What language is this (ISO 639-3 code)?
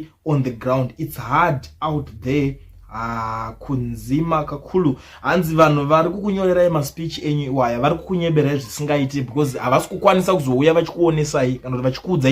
sna